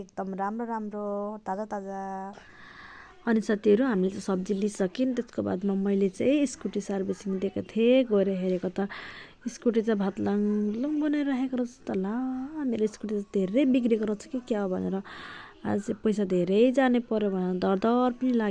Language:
Nepali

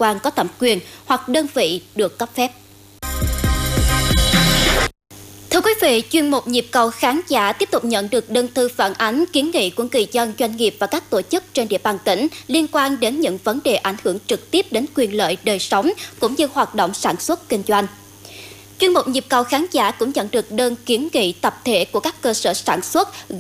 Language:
Vietnamese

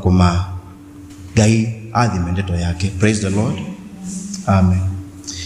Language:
Kamba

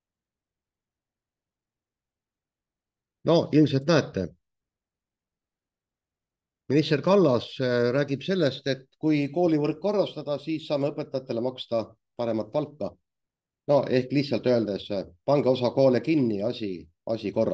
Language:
Estonian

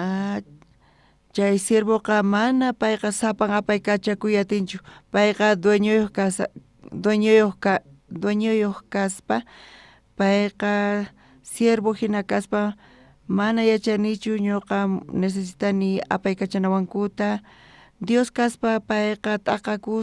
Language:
South Bolivian Quechua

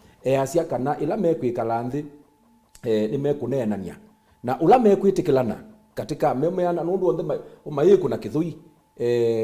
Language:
Kamba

